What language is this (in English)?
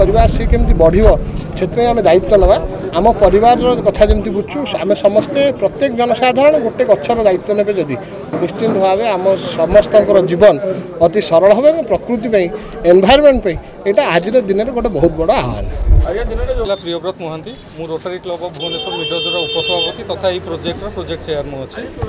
Odia